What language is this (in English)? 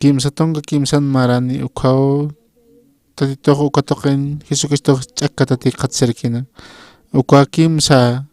Aymara